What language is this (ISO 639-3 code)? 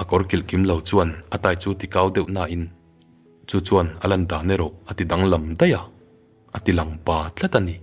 lus